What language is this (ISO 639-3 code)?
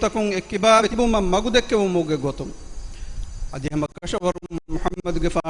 div